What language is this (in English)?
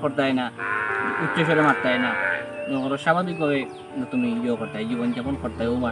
Sylheti